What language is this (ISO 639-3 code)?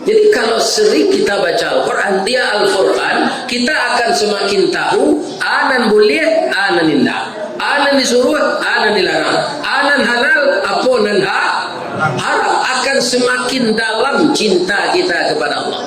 min